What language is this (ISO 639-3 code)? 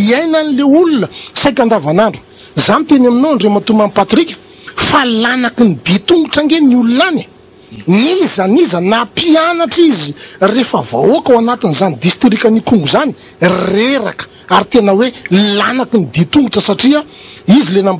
mlg